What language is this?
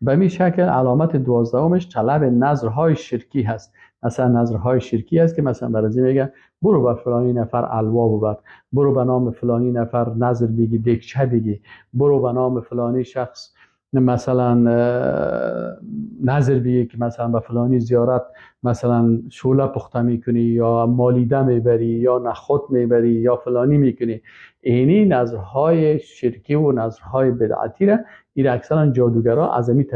Persian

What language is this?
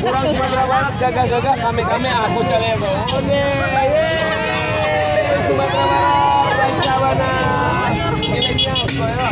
Minangkabau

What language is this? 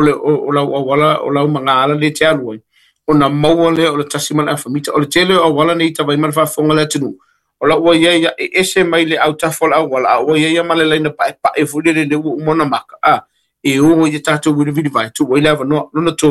Samoan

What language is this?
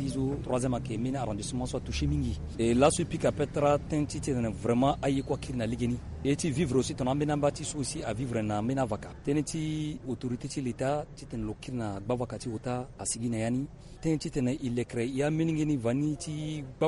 Sango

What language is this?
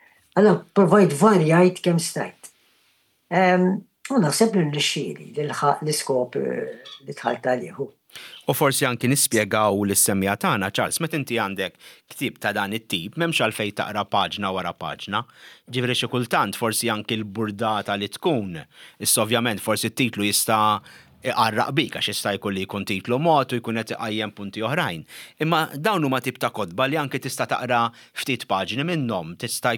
Maltese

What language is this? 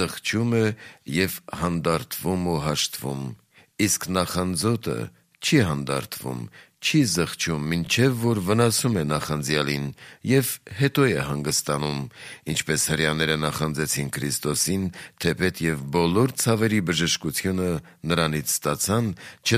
Armenian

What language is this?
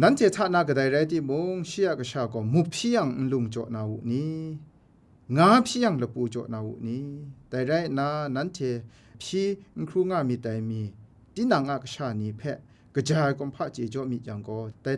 Kachin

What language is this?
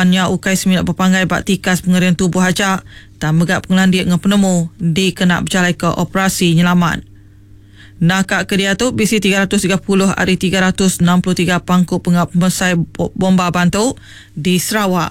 Iban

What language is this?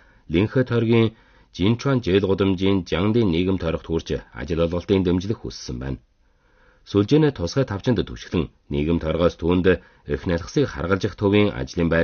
Mongolian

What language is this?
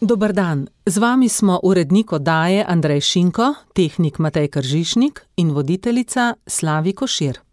Slovenian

